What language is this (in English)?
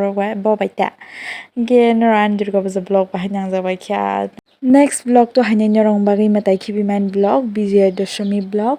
Kok Borok